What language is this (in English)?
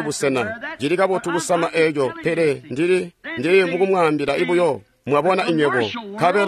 Tonga (Zambia)